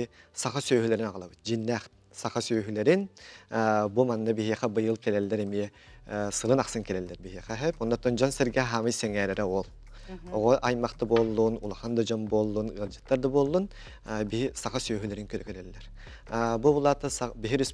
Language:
Yakut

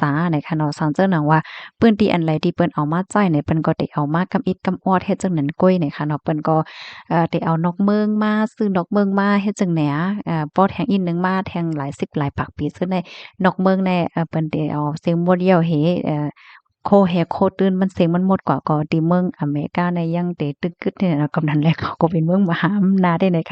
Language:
Shan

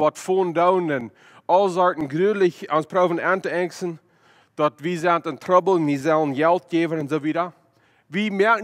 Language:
Plautdietsch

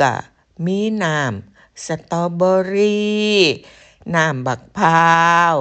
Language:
Northeastern Thai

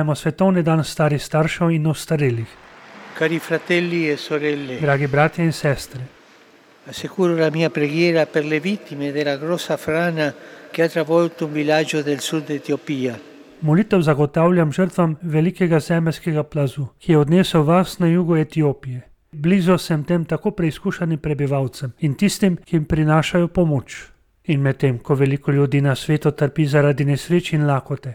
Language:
Slovenian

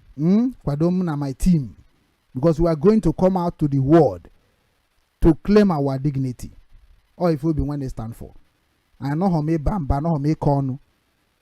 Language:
Igbo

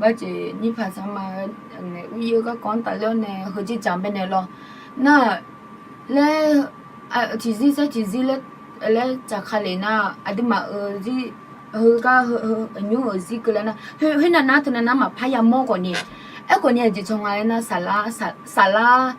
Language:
Akha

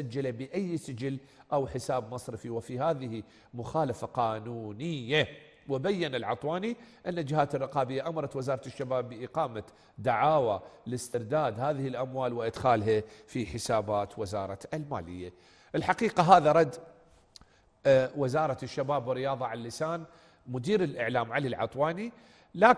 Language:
Arabic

